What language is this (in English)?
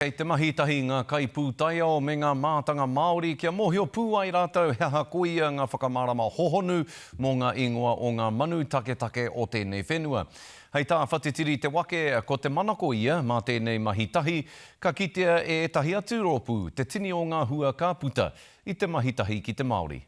Māori